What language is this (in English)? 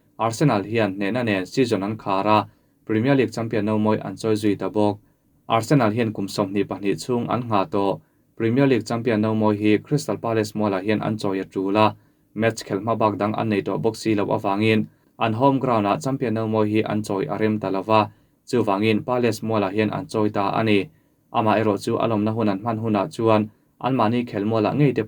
Mizo